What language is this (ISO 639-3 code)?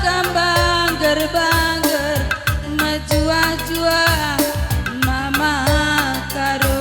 btx